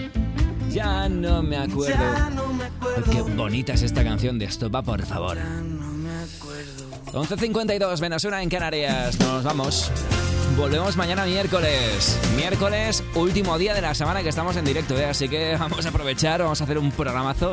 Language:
Spanish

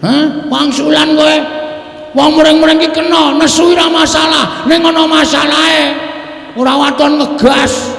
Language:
Javanese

